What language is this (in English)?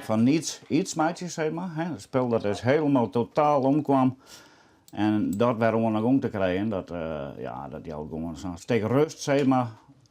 Western Frisian